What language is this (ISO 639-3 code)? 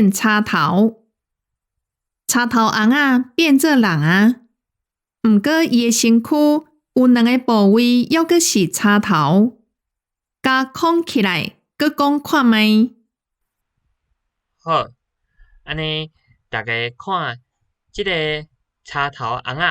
nan